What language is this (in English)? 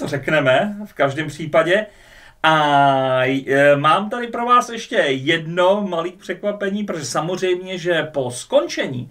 Czech